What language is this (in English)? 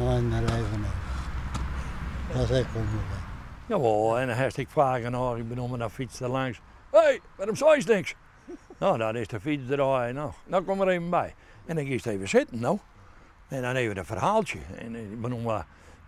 Western Frisian